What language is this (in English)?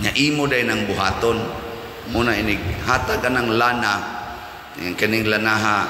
Cebuano